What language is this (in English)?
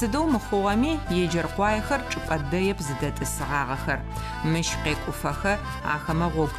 Adyghe